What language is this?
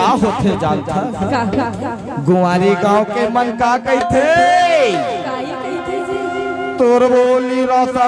Chhattisgarhi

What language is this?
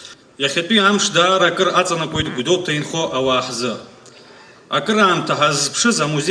Abkhazian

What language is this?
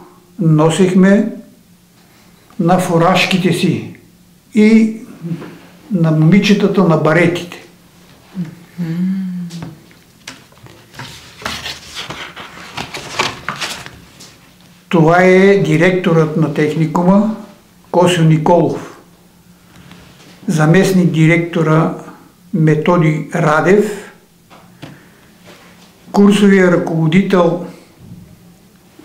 Bulgarian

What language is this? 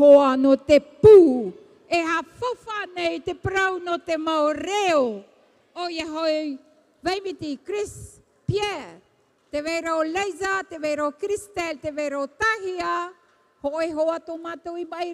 Tahitian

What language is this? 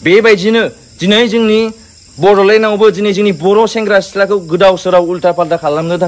Bodo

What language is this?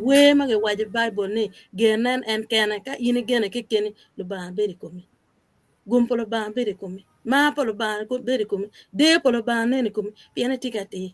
Acoli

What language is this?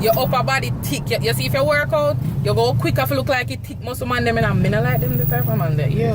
Jamaican Creole English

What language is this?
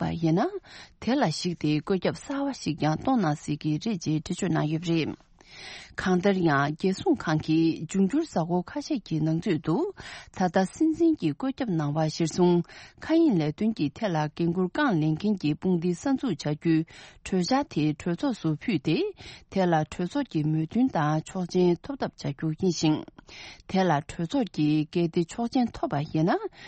Tibetan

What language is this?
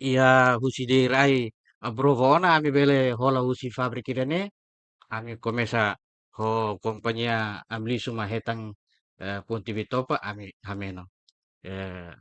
Tetum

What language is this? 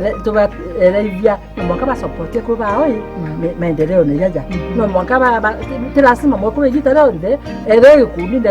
Meru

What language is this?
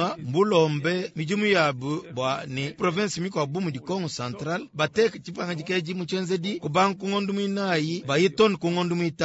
Luba-Lulua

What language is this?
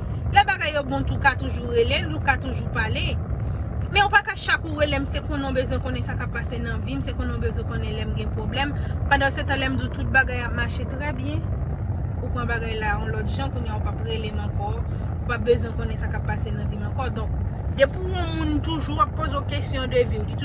Haitian Creole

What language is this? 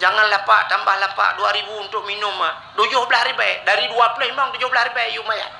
Achinese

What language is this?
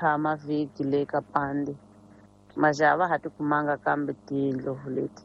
Tsonga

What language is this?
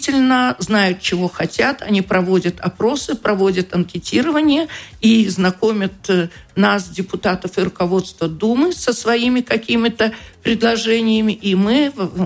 Russian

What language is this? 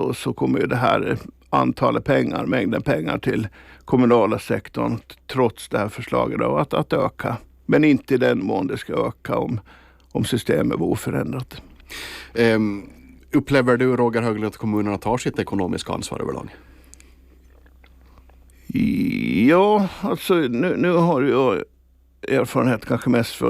Swedish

